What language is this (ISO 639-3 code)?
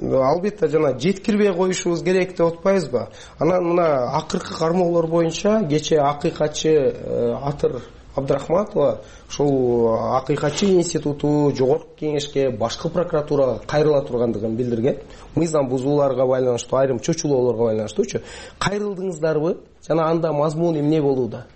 kir